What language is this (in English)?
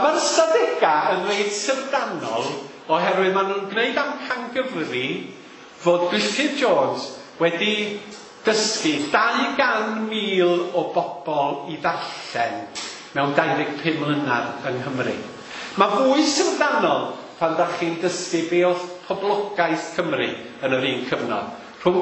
Welsh